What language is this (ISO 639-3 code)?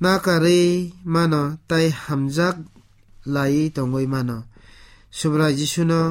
trp